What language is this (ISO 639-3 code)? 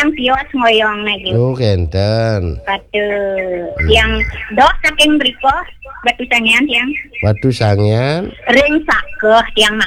ban